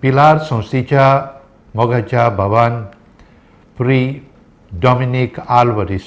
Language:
Konkani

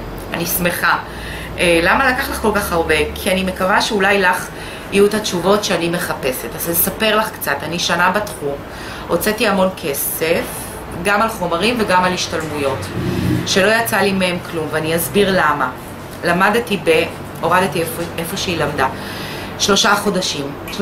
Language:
Hebrew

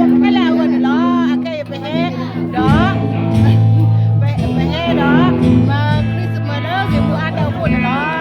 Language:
S'gaw Karen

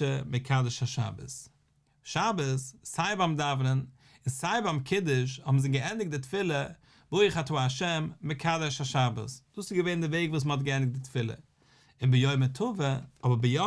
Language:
Yiddish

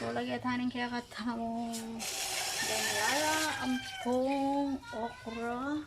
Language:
Pampanga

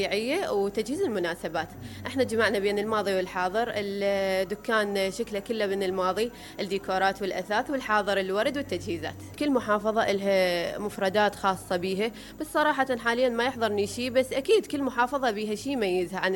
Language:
Mesopotamian Arabic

